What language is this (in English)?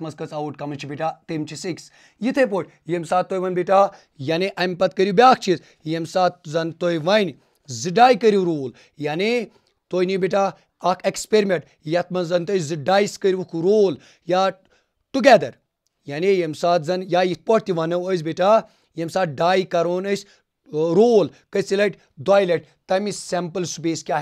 Kashmiri